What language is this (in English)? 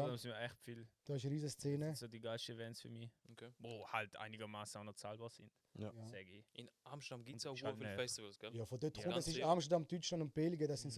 Swiss German